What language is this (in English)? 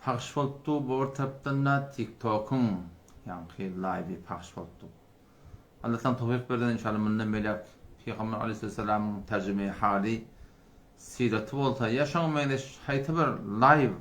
Turkmen